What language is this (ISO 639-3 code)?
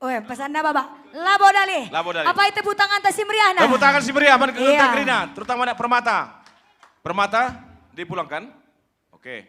btx